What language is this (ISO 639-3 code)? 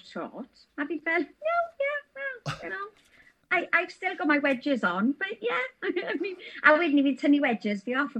cym